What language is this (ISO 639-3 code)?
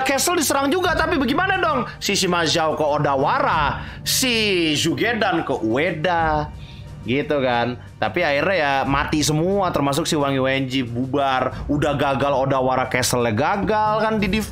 ind